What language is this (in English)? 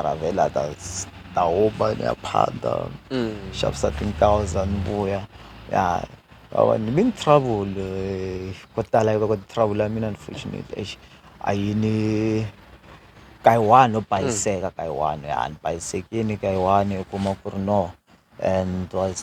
Tsonga